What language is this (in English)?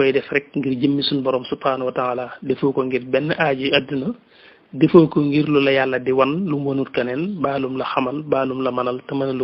Wolof